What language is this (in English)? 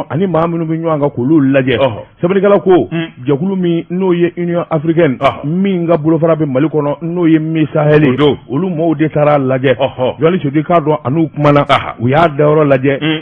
Bambara